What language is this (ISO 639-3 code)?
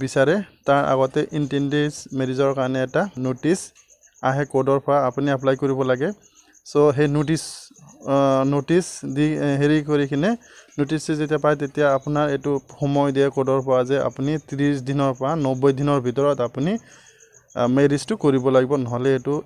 asm